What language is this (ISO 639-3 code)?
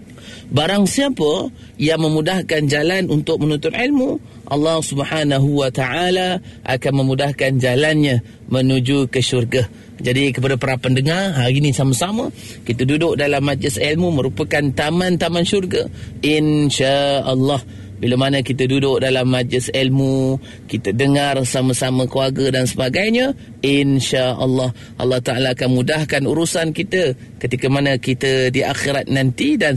msa